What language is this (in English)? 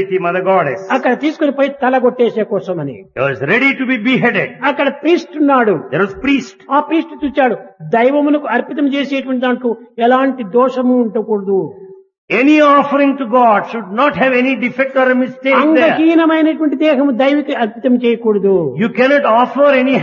Telugu